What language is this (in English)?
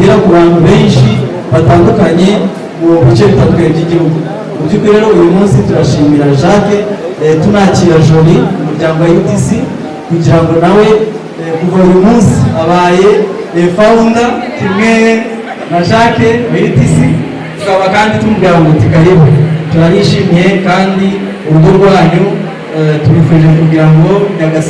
Kinyarwanda